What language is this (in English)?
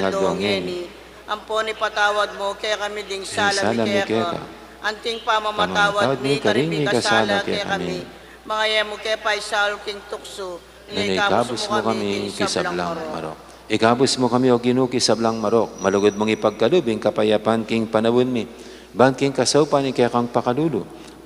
Pampanga